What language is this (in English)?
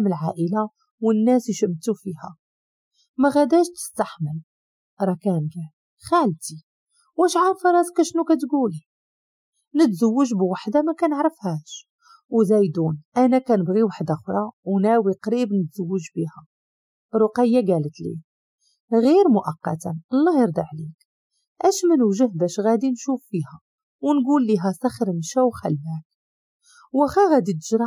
Moroccan Arabic